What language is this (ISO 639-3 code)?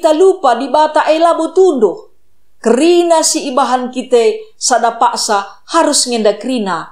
btx